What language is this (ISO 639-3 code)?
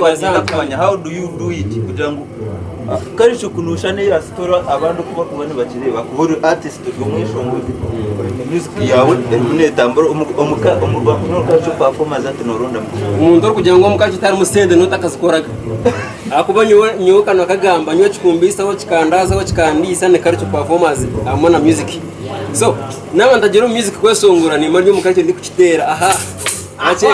nyn